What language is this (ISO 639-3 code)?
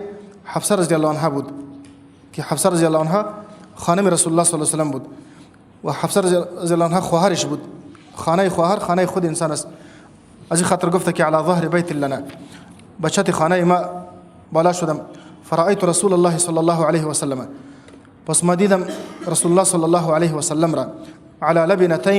fas